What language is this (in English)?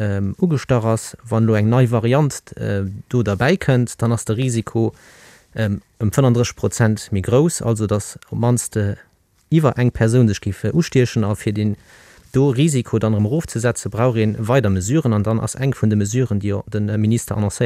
Luxembourgish